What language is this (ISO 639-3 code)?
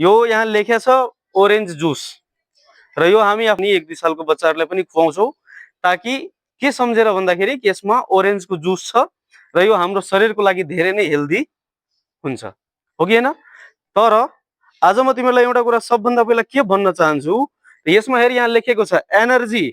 nep